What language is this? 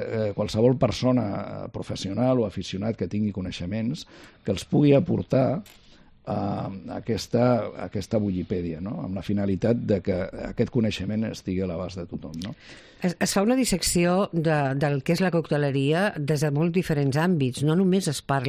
Catalan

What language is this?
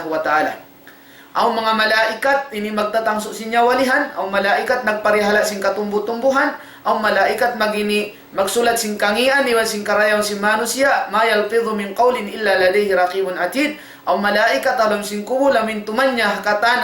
Tausug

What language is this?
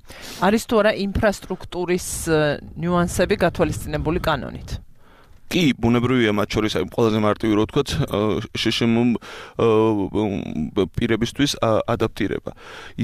Georgian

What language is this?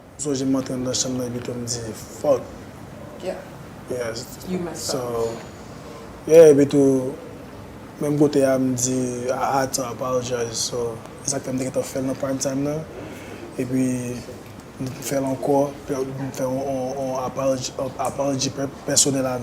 Haitian Creole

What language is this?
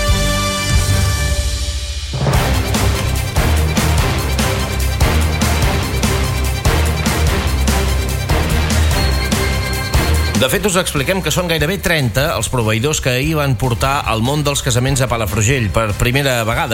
Catalan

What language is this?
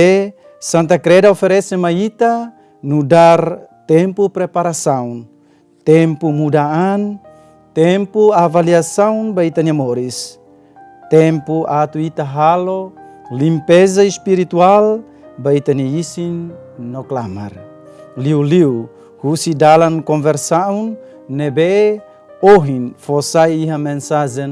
Tetum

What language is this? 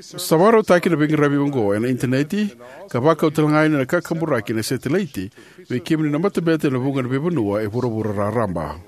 Fijian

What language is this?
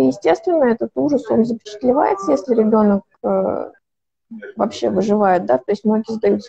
Russian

